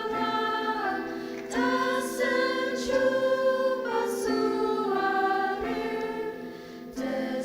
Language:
Ao Naga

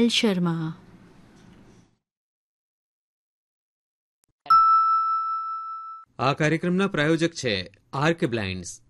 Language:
Gujarati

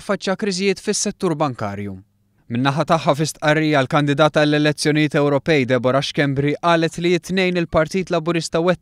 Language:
Maltese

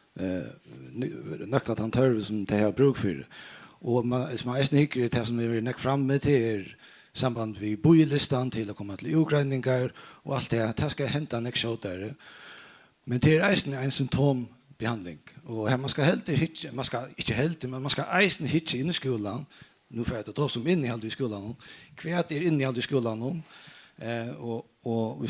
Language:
Faroese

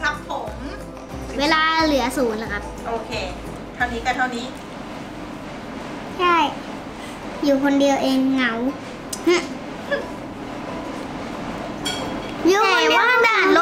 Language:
Thai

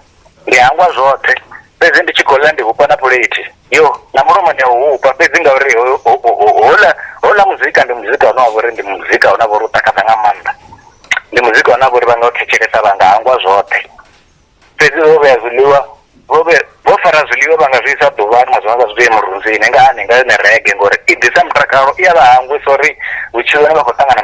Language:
Venda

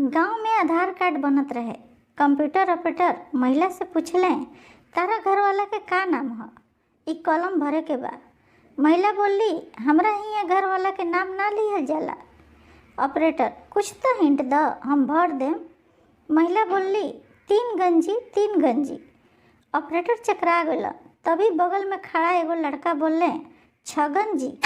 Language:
Bhojpuri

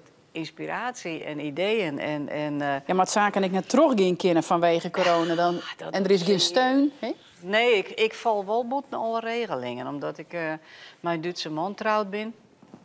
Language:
Western Frisian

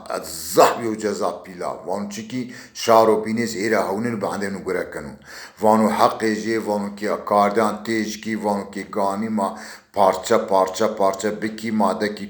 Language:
Zaza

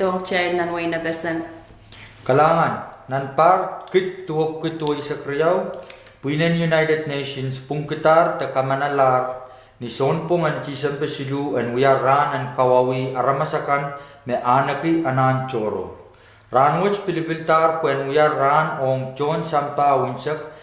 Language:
Pohnpeian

